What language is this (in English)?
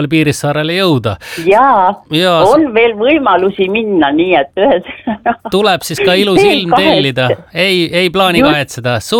Estonian